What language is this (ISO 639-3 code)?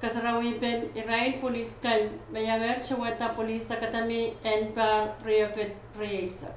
pon